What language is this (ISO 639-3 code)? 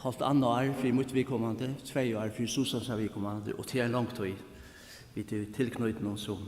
fao